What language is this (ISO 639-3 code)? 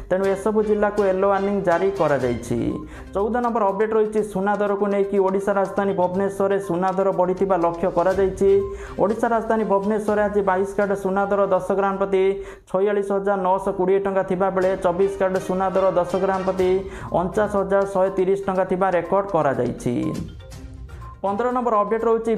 ori